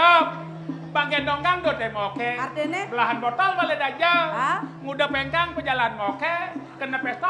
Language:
Balinese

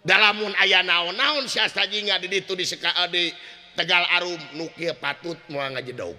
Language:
Sundanese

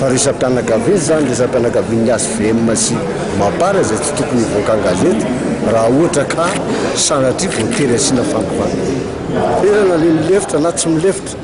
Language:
Malagasy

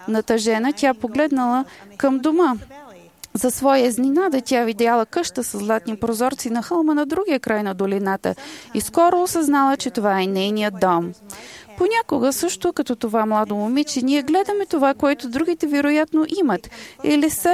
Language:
Bulgarian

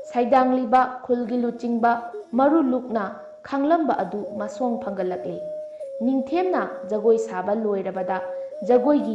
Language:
Manipuri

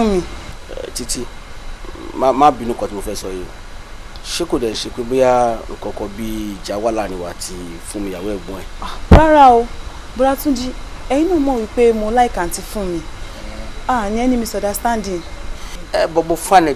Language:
Yoruba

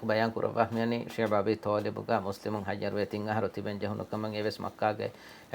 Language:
Divehi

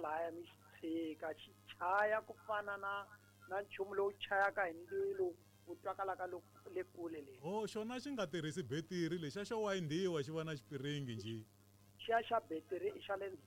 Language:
Tsonga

